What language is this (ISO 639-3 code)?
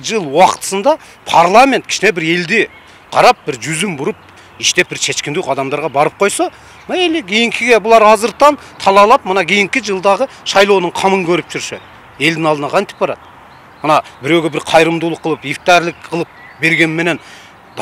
kir